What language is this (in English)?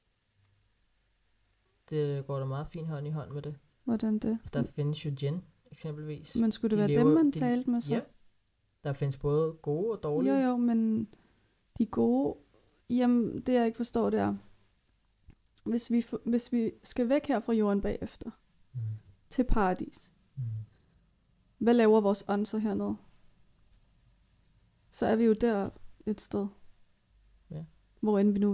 Danish